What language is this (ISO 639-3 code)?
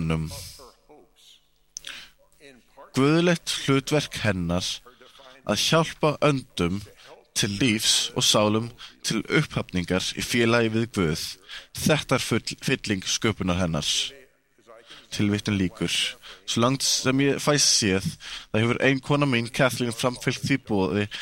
isl